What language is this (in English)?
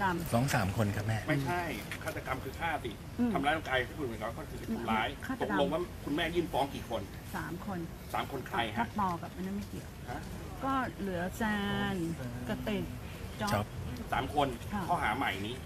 Thai